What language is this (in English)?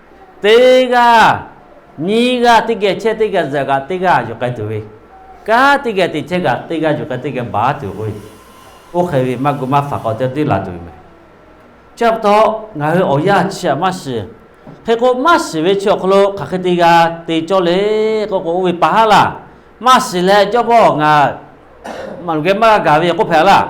Lahu